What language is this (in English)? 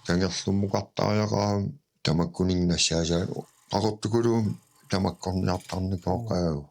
Kalaallisut